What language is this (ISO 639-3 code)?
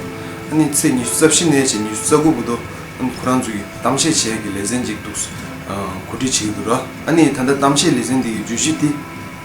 bod